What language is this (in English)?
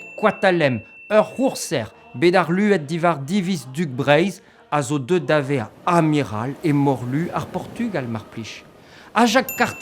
Breton